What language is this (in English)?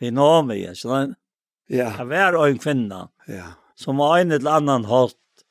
Faroese